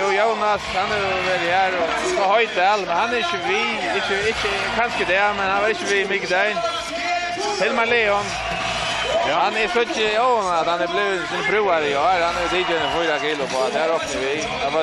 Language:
Faroese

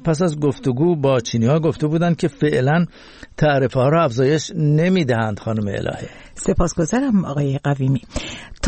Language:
Persian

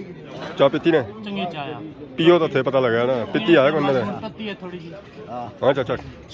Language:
Pahari-Potwari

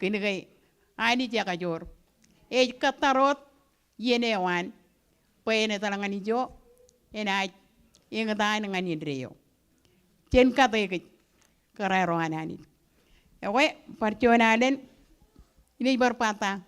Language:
Marshallese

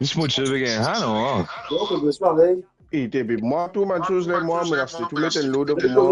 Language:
Morisyen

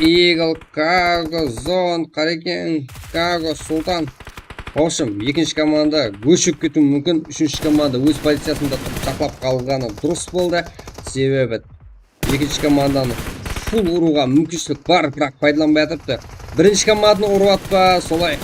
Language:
Kara-Kalpak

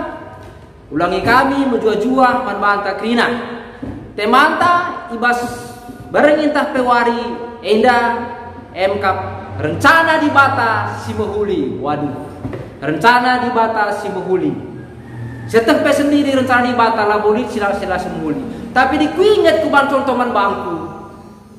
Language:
Batak Karo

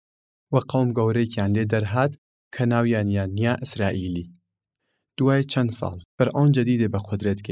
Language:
Southern Kurdish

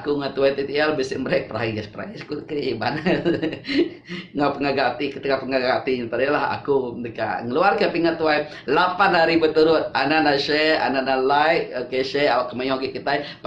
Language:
Iban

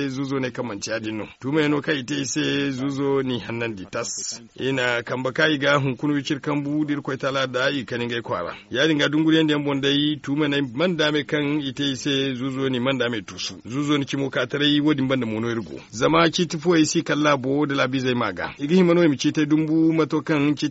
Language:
Zarma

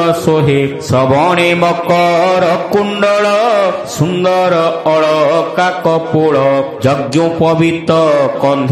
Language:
Odia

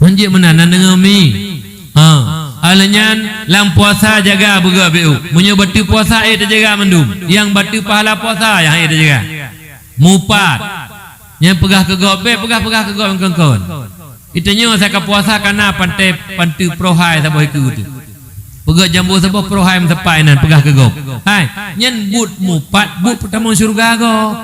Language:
Achinese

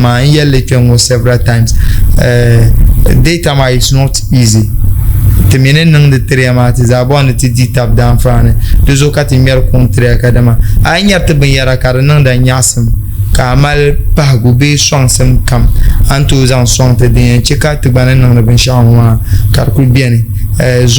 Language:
Dagbani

